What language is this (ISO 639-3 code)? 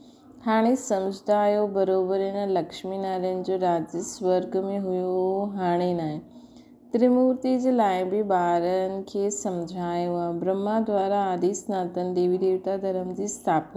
snd